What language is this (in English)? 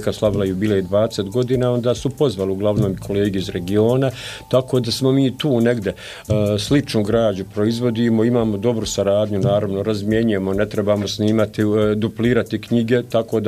Bosnian